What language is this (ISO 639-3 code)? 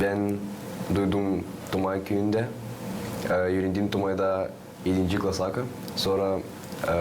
gag